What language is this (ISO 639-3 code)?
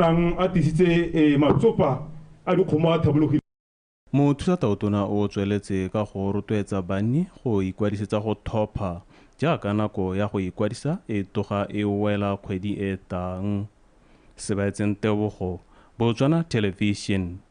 tsn